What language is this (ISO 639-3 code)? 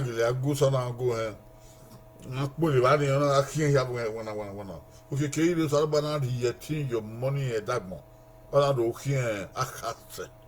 bin